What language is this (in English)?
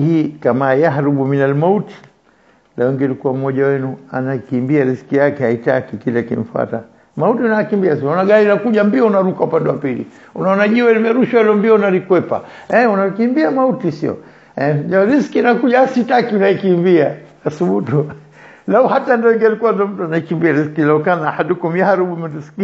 Swahili